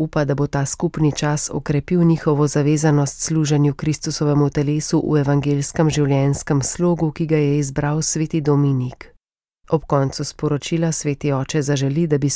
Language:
Slovenian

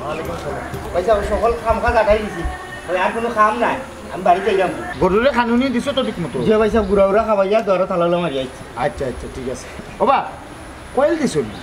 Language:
Sylheti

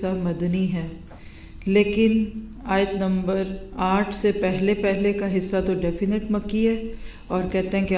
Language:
Urdu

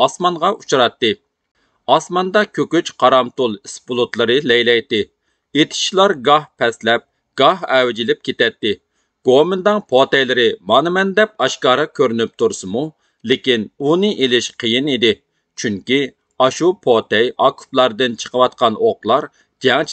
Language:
Uyghur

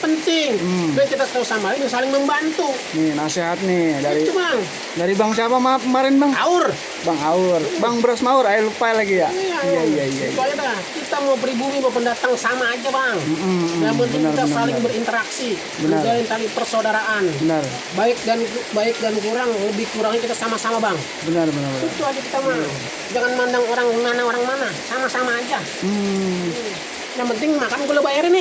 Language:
Betawi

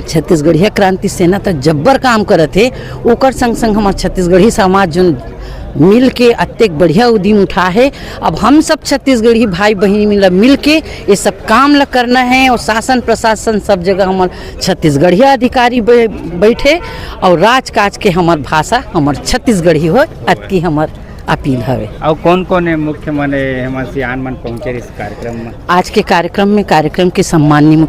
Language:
Chhattisgarhi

